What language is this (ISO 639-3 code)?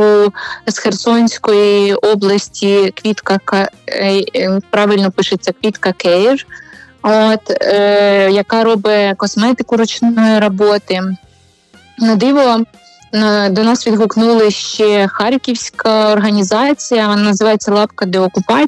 ukr